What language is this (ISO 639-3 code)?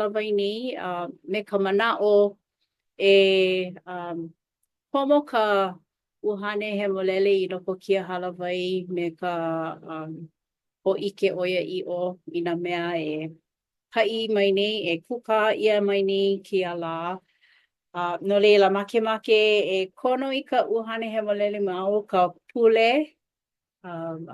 haw